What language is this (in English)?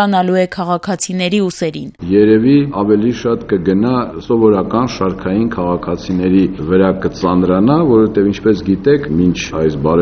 Armenian